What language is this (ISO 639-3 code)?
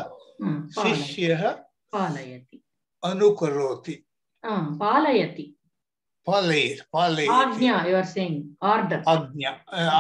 san